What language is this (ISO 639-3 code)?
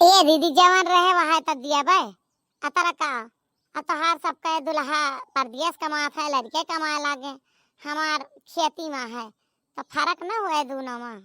awa